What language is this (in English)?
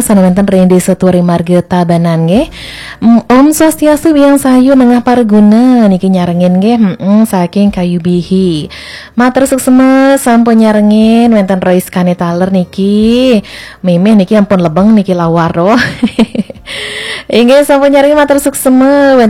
Balinese